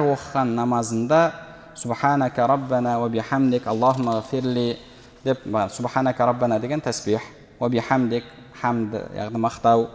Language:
Kazakh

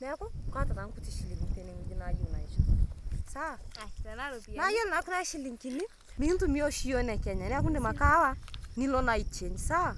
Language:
Masai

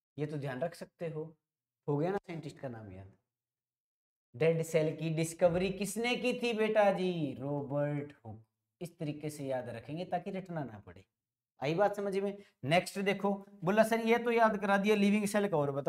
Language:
Hindi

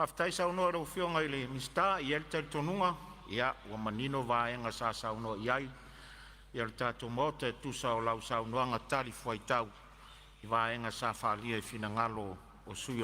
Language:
Samoan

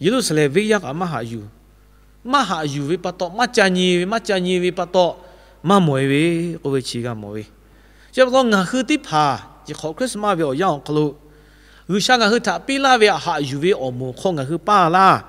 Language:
Lahu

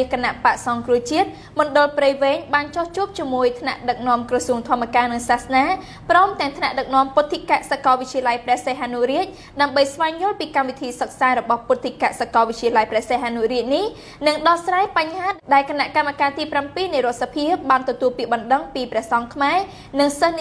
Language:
Khmer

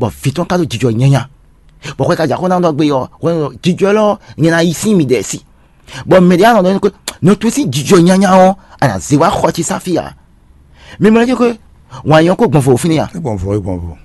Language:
Fon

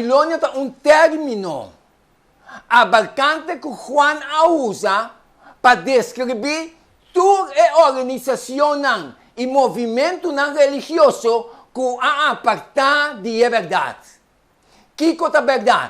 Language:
Papiamento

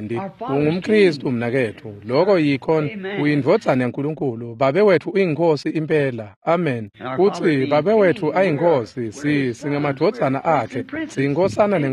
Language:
Swati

